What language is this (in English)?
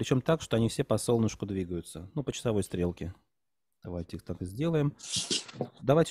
Russian